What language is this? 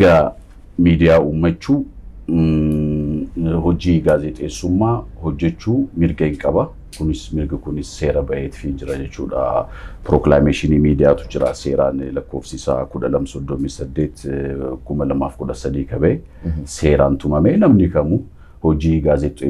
Oromo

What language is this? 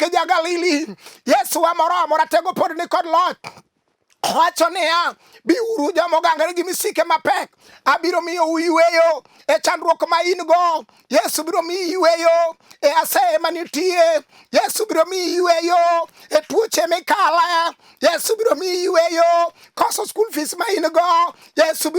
Luo (Kenya and Tanzania)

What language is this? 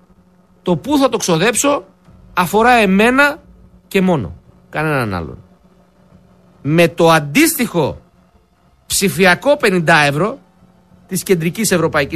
Greek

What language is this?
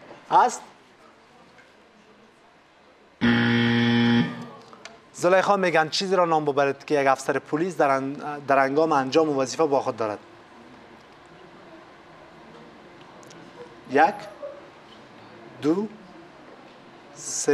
Persian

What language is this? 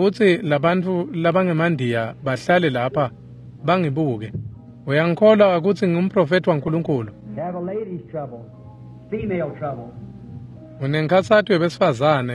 Swati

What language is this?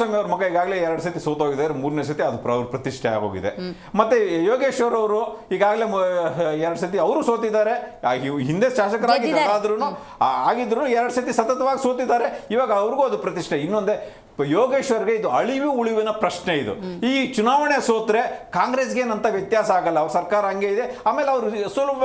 Kannada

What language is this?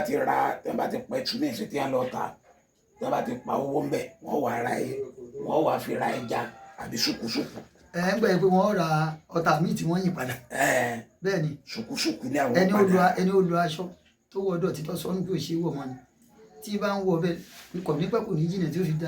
Yoruba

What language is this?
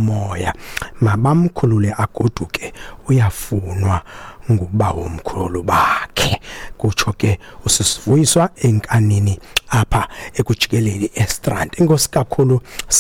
Xhosa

